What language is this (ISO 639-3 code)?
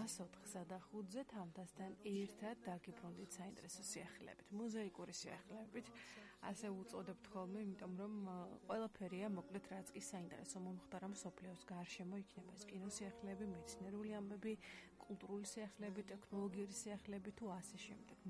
kat